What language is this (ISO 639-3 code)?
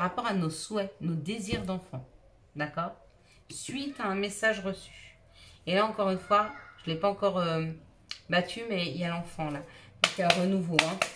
fra